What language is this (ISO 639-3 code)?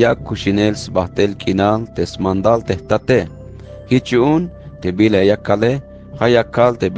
tzh